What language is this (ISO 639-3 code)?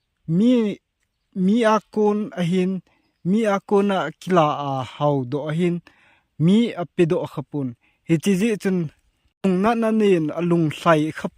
tcz